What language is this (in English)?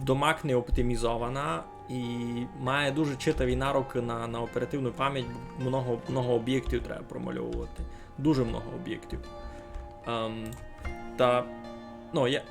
Rusyn